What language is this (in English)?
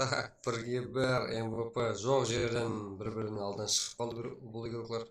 Kara-Kalpak